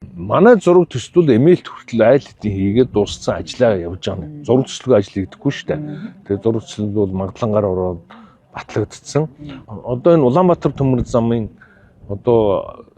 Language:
Mongolian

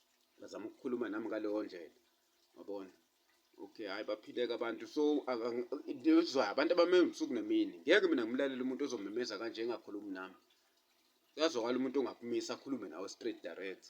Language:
Zulu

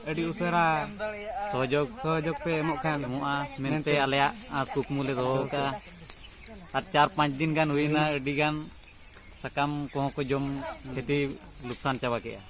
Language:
Santali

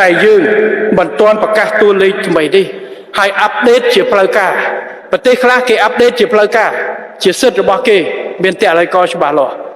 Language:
Khmer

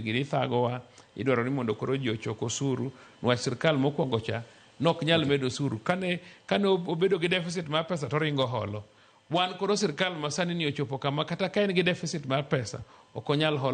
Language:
Luo (Kenya and Tanzania)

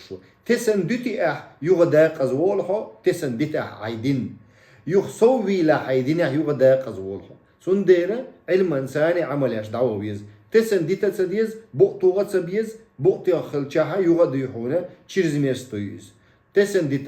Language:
Chechen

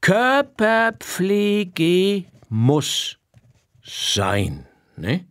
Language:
Swiss German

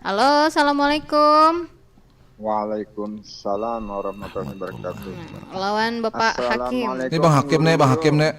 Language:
Banjar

